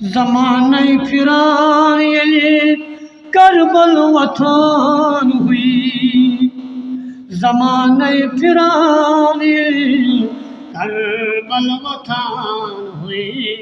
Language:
Kashmiri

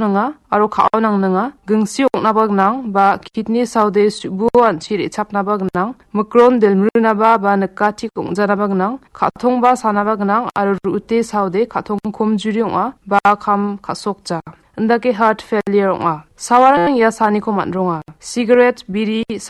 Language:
Garo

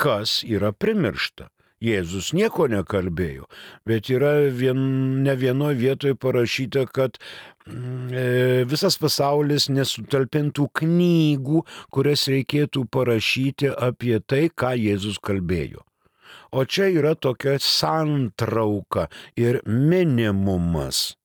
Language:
Lithuanian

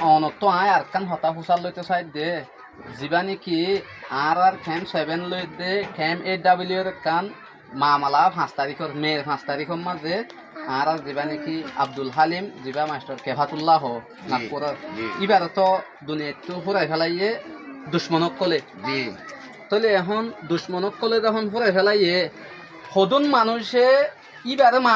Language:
Rohingya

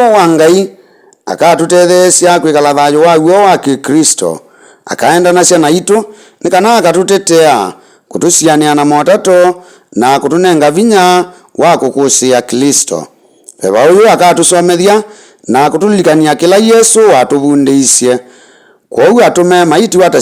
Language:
Kamba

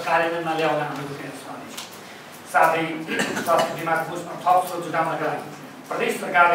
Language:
Nepali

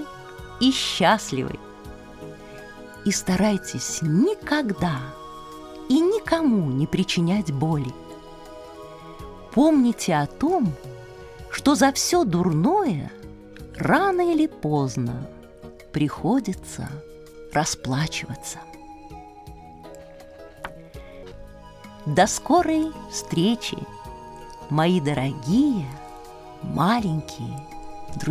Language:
Russian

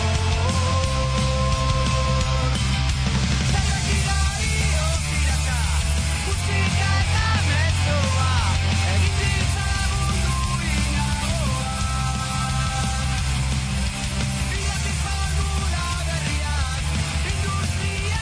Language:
Basque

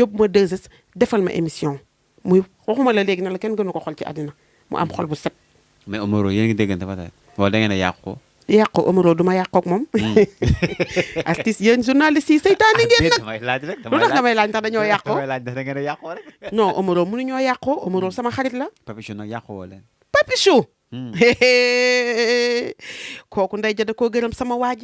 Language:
Wolof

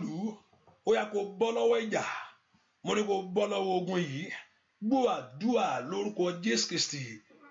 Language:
Yoruba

